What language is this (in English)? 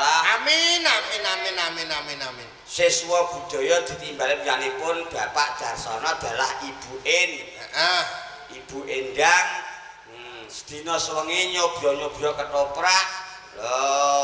Javanese